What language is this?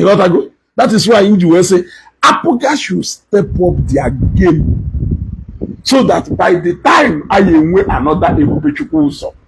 Igbo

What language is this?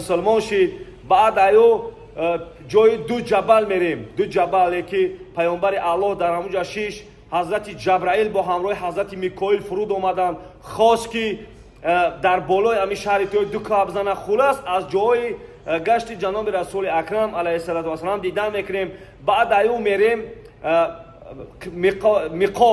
Tajik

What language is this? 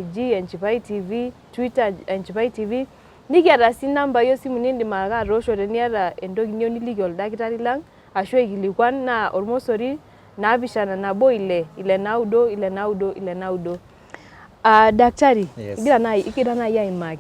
Masai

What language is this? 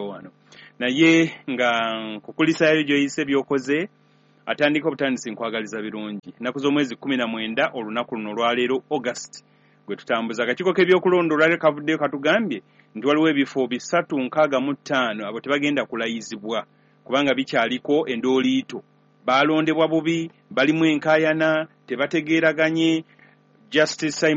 Ganda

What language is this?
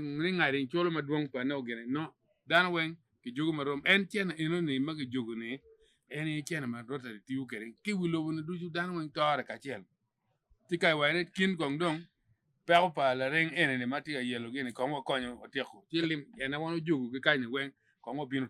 Acoli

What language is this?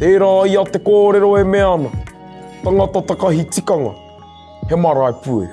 Māori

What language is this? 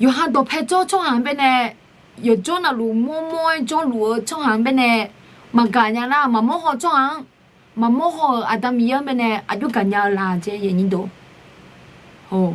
Akha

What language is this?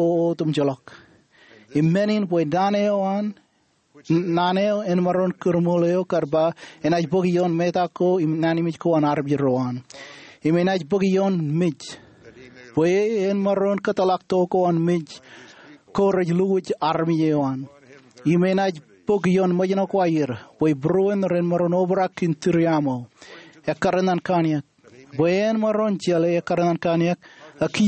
Marshallese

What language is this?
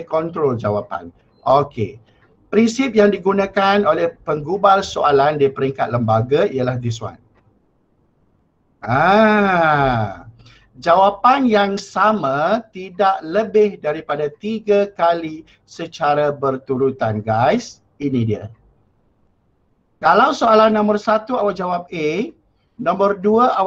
Malay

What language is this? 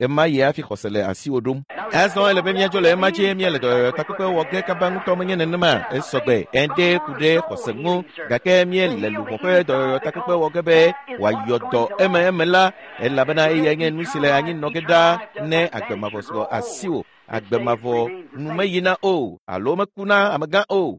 Ewe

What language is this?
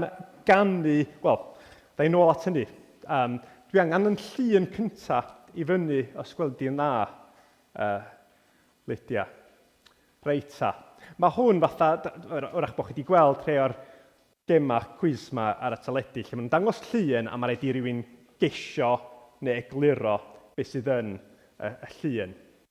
Welsh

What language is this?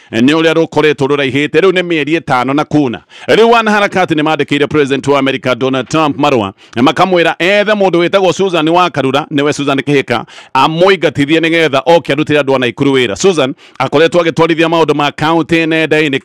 Kikuyu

